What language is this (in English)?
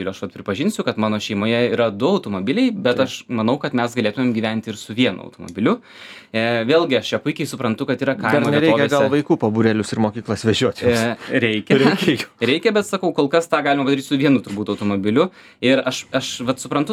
Lithuanian